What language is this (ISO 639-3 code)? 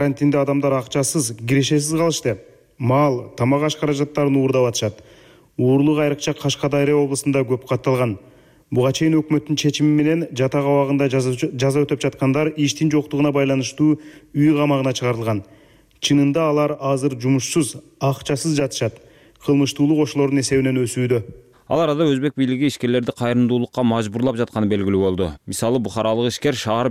kir